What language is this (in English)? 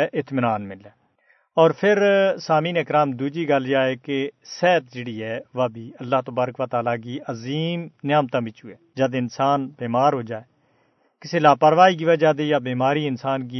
Gujari